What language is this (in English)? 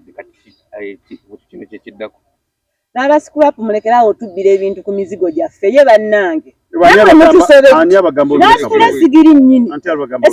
Ganda